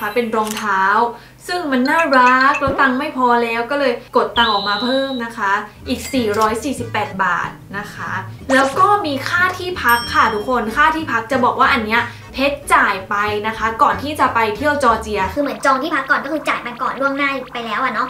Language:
Thai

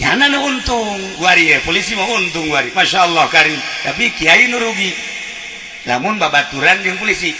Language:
Sundanese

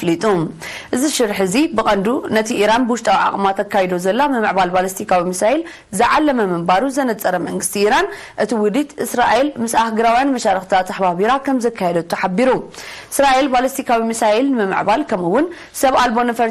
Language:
Tigrinya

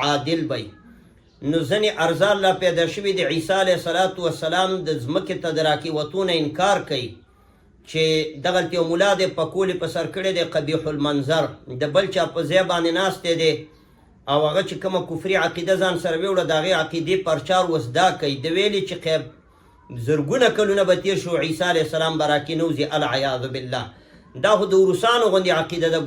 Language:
Pashto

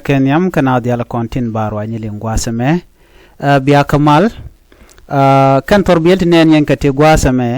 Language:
Nuer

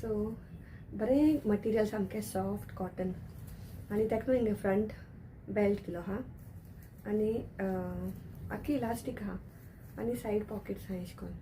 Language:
Konkani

